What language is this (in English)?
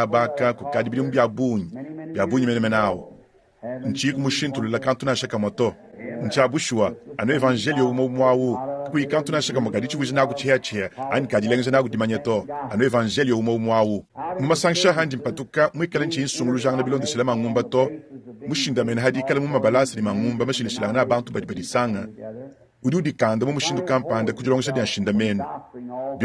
Luba-Lulua